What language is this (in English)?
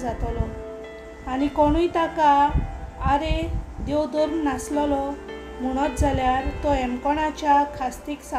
Konkani